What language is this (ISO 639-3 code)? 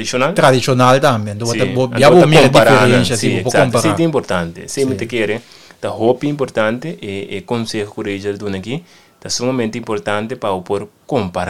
pap